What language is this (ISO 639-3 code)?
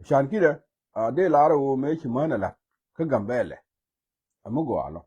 nus